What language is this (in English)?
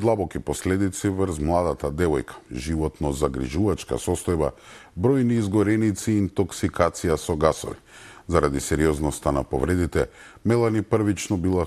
Macedonian